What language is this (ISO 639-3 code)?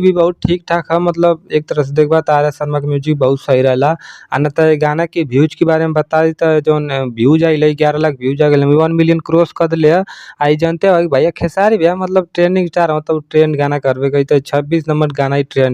bho